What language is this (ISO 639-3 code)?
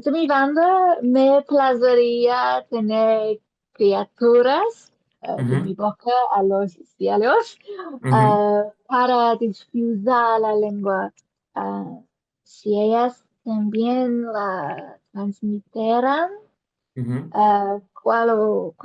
lad